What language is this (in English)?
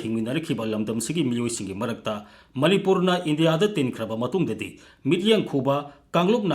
Manipuri